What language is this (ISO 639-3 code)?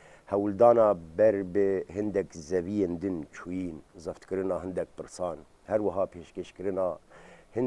kur